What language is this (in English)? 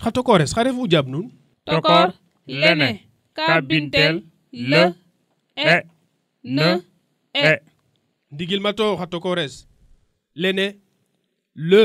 Serer